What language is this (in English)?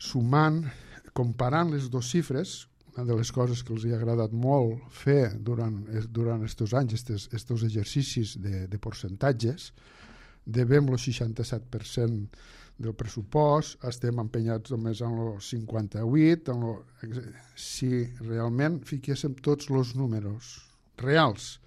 Catalan